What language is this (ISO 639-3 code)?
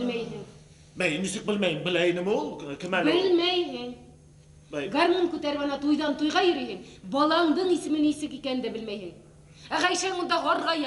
bak